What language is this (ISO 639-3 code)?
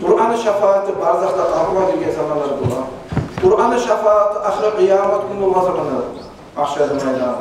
kum